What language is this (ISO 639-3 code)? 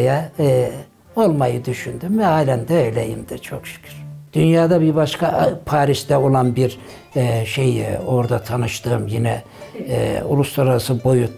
tur